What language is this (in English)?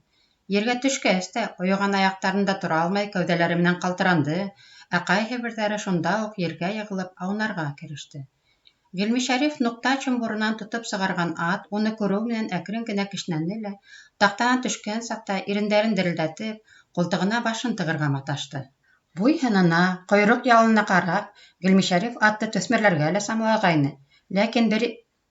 Bashkir